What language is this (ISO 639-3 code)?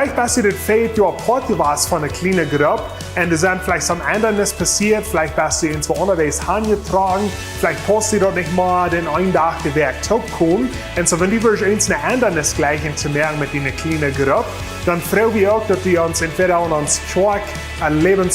pdt